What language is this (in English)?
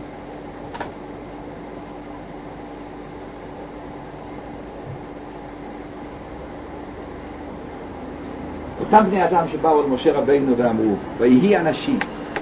Hebrew